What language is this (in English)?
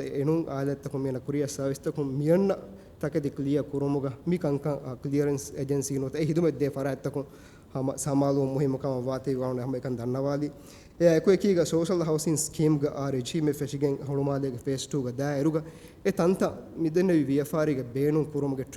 Divehi